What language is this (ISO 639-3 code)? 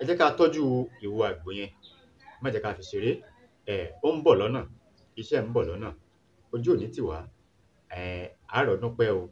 yor